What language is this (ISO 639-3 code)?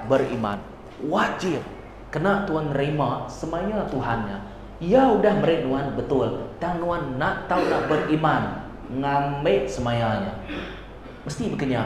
iba